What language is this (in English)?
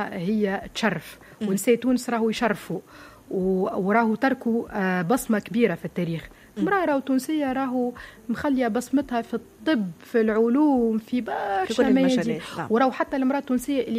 Tunisian Arabic